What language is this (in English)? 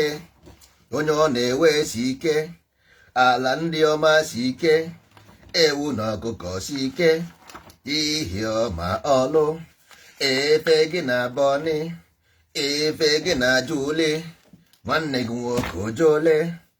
Igbo